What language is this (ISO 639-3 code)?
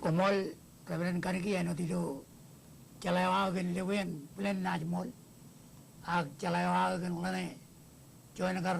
mah